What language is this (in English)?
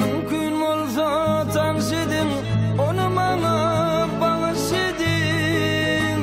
Turkmen